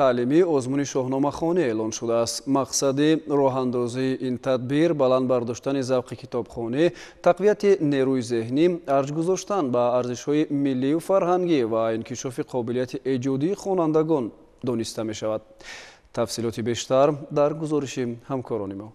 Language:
Tajik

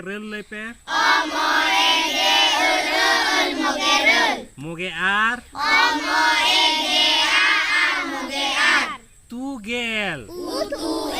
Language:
Santali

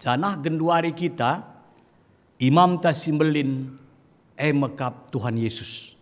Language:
Batak Karo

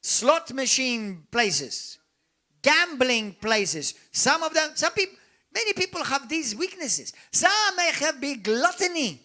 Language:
English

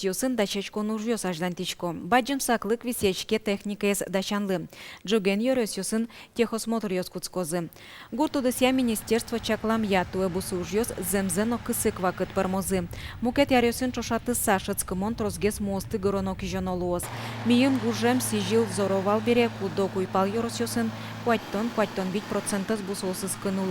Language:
Udmurt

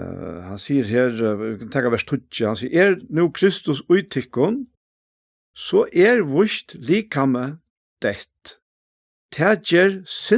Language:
Faroese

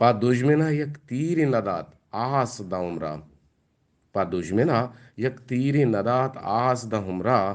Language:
Eastern Balochi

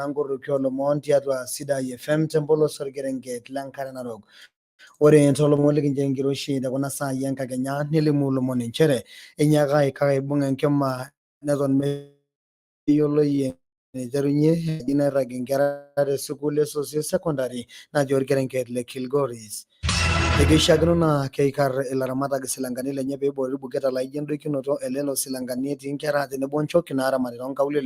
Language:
Masai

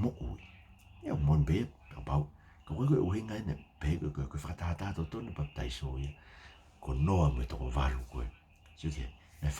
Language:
Tongan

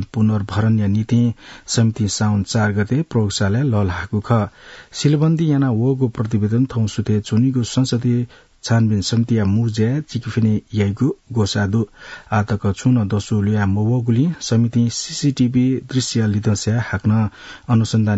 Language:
Newari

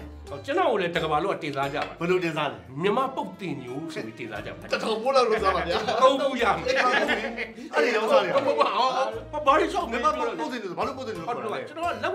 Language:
Burmese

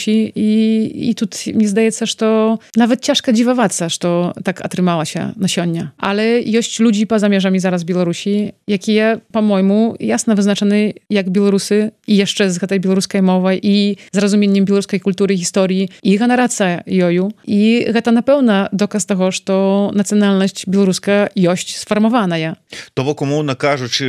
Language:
Belarusian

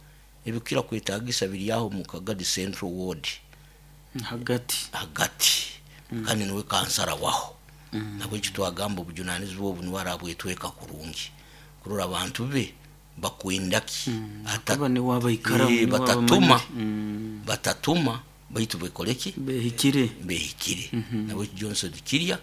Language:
Nyoro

